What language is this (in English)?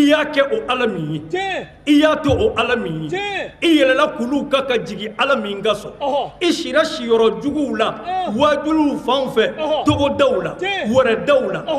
Bambara